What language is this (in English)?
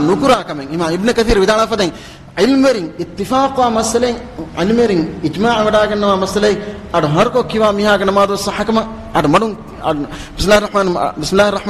Divehi